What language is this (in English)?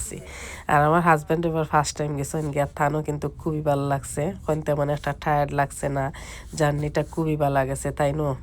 Sylheti